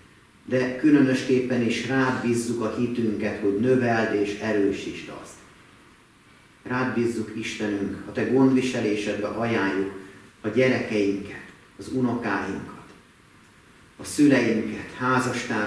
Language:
Hungarian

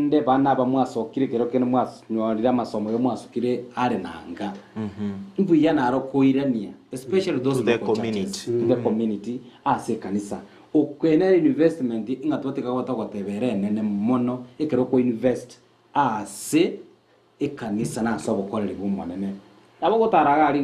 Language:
Gusii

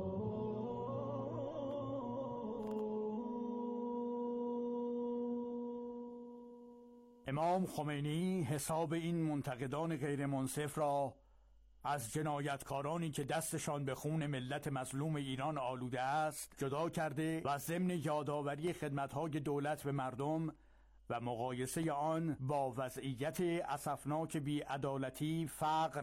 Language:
Persian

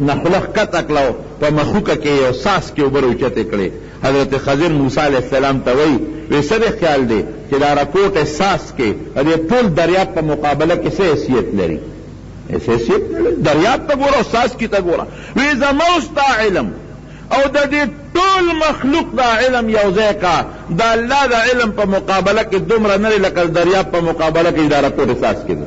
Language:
Pashto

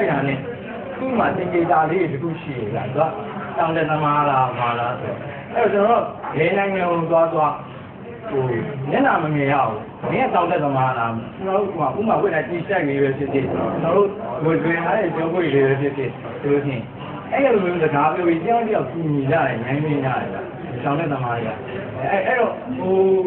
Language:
Burmese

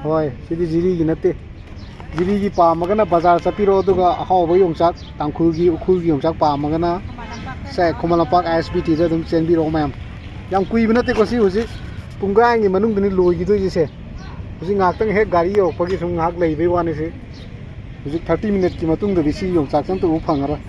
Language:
Manipuri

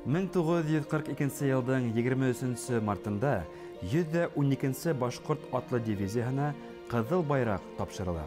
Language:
Bashkir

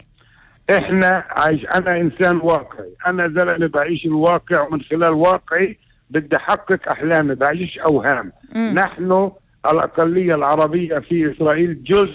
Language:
North Levantine Arabic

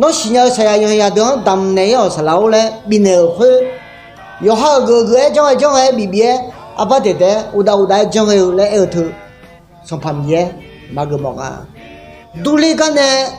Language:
Akha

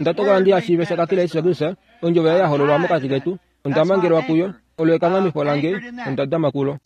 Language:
Kuanyama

